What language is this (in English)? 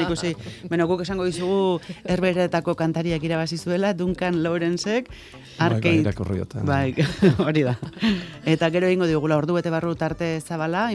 Basque